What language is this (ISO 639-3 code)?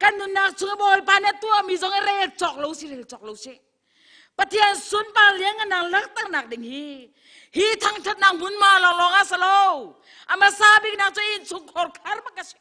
cnh